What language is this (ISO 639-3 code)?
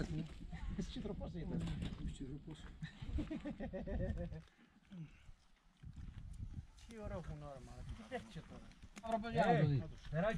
ell